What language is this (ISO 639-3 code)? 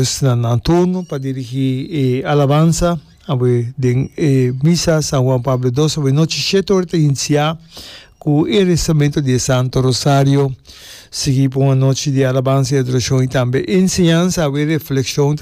pap